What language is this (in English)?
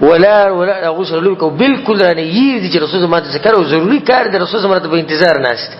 Pashto